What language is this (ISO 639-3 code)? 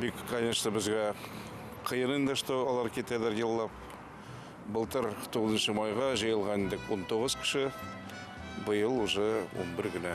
bak